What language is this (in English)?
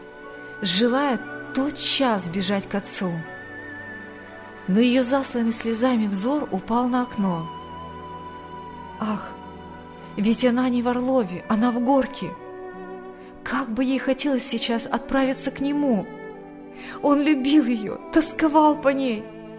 Russian